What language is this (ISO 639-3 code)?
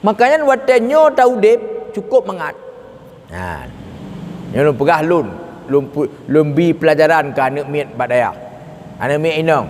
ace